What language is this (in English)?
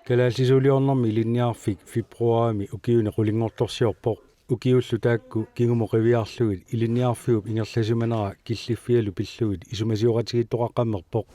Kalaallisut